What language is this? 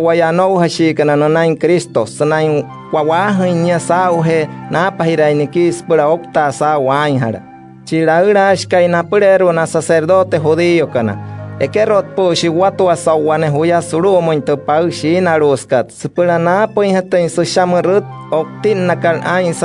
Wayuu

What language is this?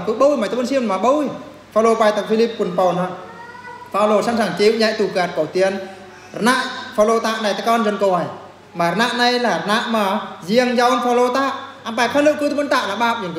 Eastern Bru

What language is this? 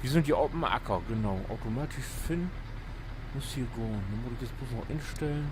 Low German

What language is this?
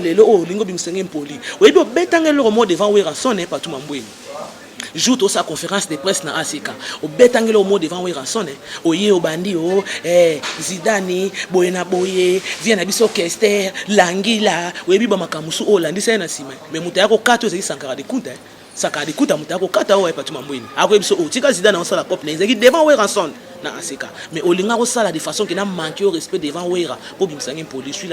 Lingala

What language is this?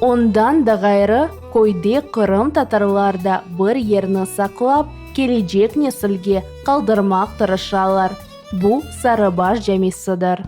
Crimean Tatar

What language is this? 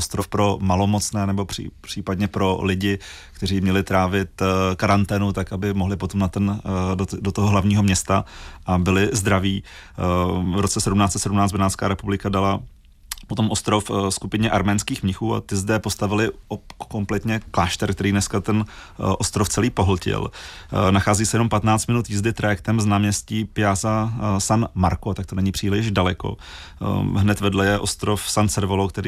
Czech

